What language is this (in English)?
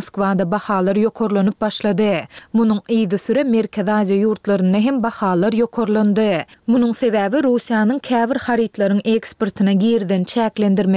Turkmen